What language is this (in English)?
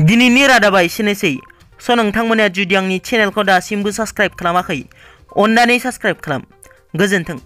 Bodo